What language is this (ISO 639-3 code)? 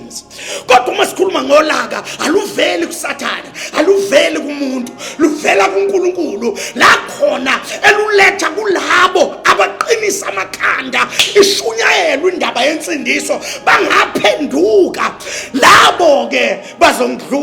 zul